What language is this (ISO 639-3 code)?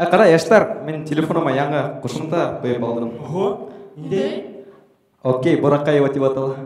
bak